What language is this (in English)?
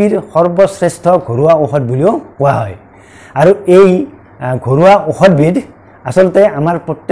Assamese